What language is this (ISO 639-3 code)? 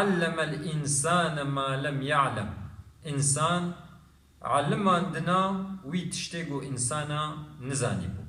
kur